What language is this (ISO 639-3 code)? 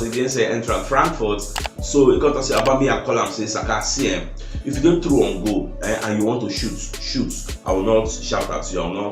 pcm